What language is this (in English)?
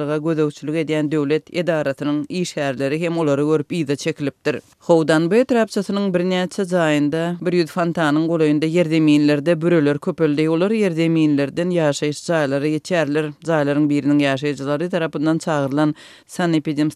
Turkmen